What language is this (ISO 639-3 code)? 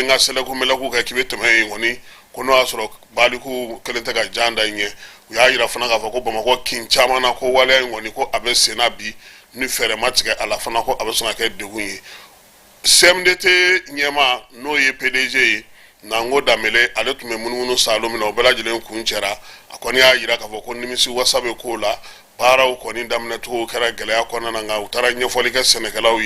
bam